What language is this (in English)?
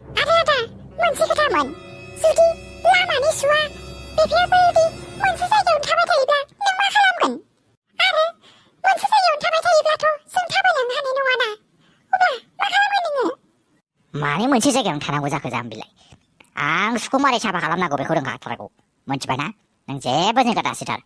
Bodo